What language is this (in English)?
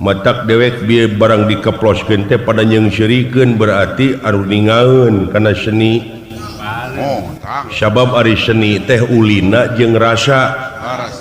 Sundanese